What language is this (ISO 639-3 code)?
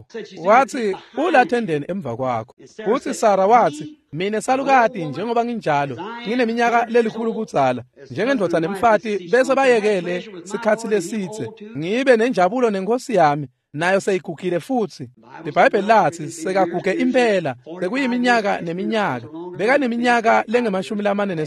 ssw